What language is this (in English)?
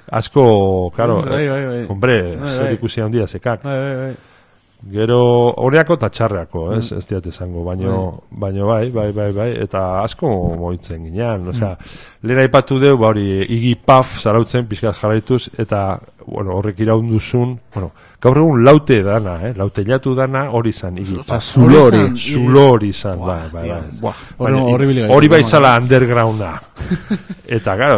Basque